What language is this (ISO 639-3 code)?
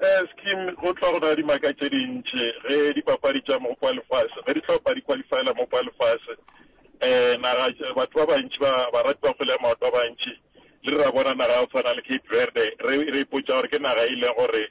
nso